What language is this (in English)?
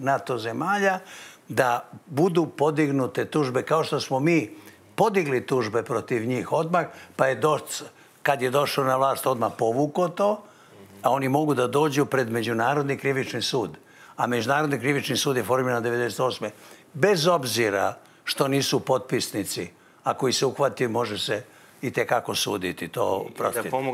Serbian